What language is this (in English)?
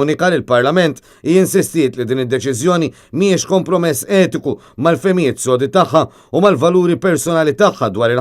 Maltese